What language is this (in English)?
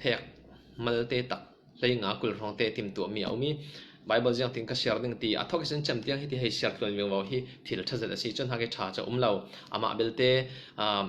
Falam Chin